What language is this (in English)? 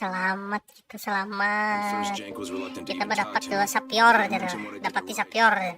Banjar